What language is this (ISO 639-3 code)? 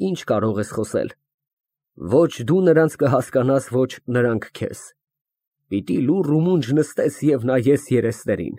hye